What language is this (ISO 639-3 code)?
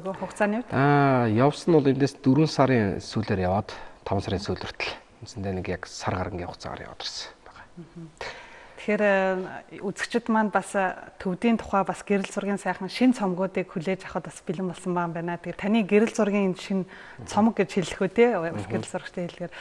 mon